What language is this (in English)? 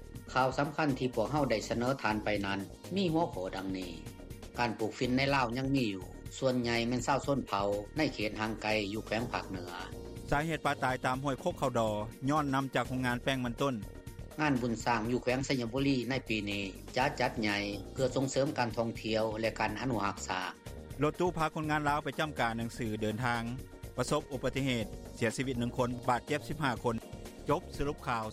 Lao